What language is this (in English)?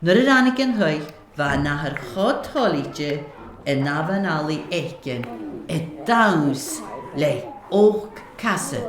Scottish Gaelic